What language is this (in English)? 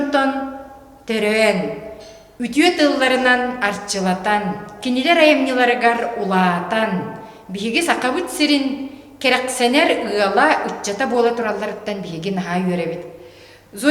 Yakut